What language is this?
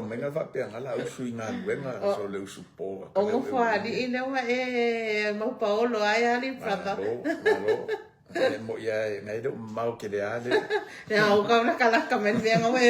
Samoan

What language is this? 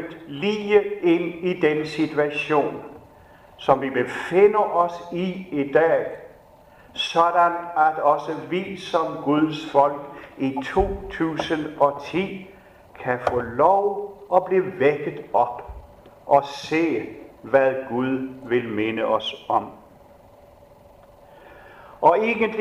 Danish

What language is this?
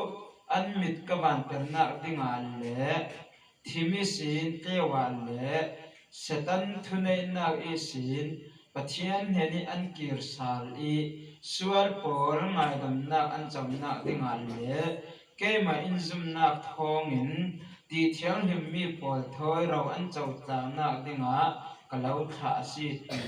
Falam Chin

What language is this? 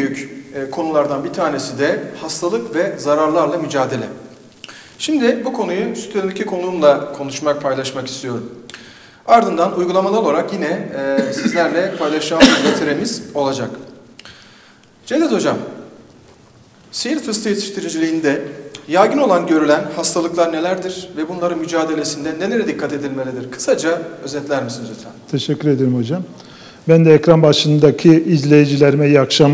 Turkish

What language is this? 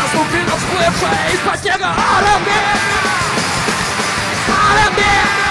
Russian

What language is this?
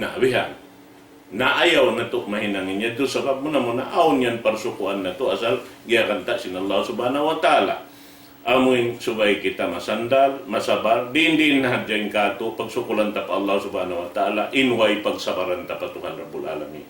Tausug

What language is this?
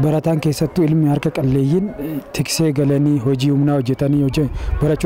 Oromo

